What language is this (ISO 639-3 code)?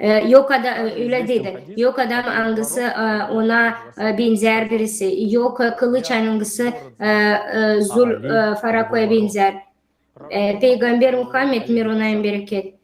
gag